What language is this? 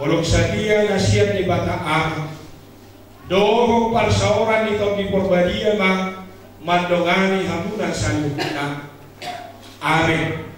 Batak Toba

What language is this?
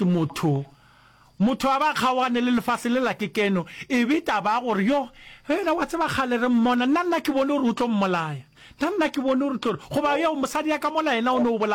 Northern Sotho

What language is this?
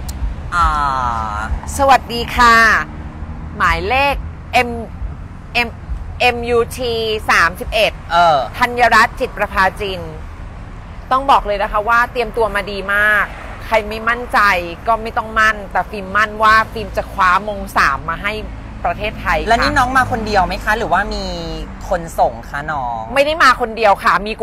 Thai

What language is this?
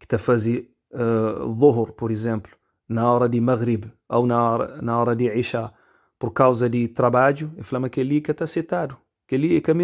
Kabuverdianu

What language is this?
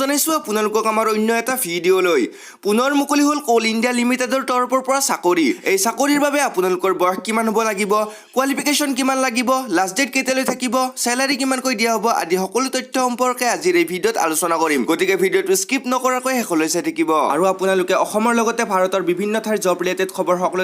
Assamese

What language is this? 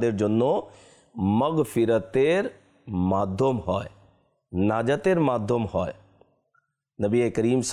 Bangla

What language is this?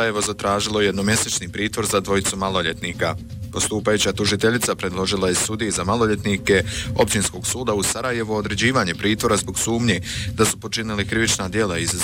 Bosnian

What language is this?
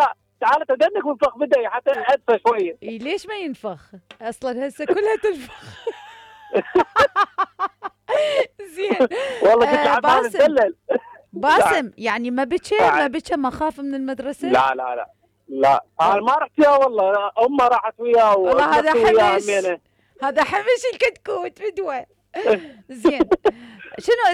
Mesopotamian Arabic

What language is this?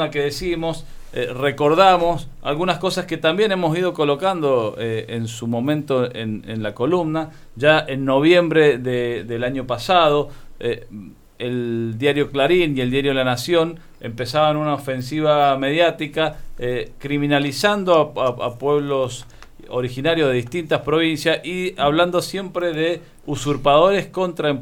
Spanish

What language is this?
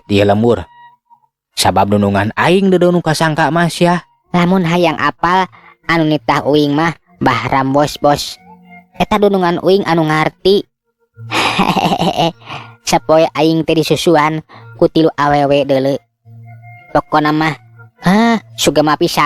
Sundanese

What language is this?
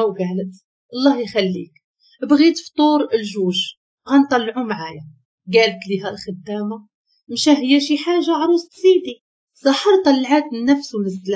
Moroccan Arabic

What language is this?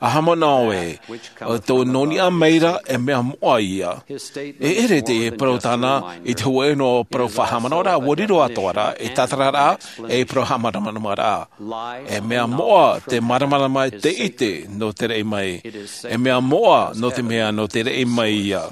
Tahitian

